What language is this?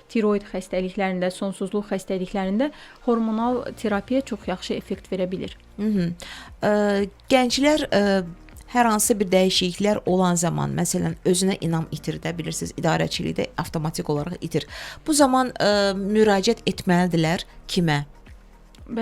Azerbaijani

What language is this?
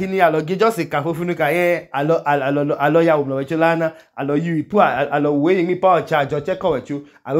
Idoma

